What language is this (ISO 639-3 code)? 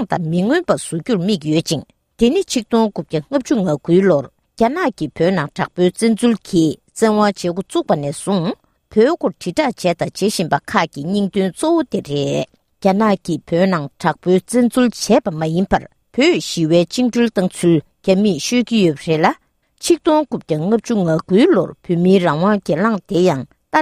bod